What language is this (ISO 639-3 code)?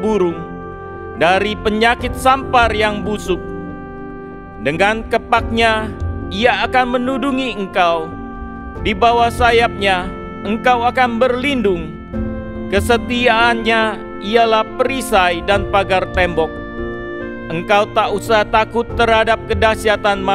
ind